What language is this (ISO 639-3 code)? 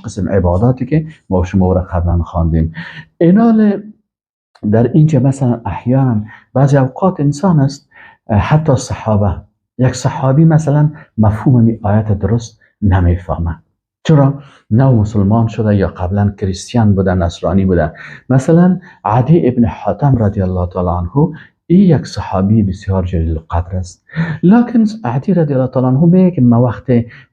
fas